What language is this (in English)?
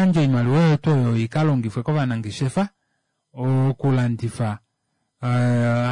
Kuanyama